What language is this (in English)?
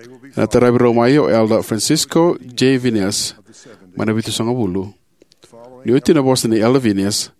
Fijian